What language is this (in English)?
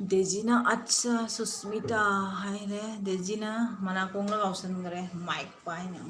Manipuri